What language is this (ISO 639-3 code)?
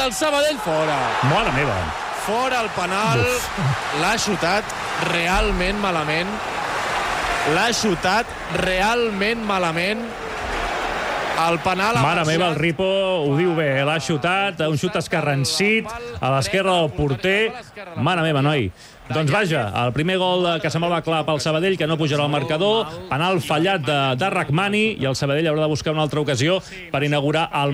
cat